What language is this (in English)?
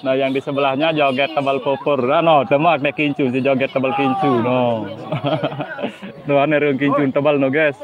Sasak